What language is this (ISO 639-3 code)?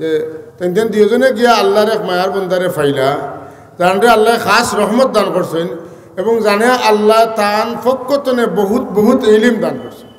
syl